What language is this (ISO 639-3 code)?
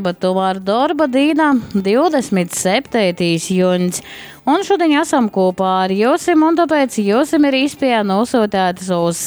ltg